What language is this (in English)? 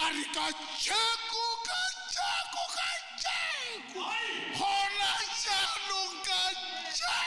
Tswana